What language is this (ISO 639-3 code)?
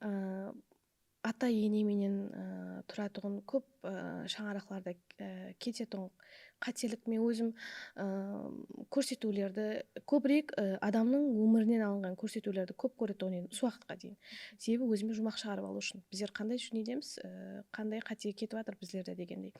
kaa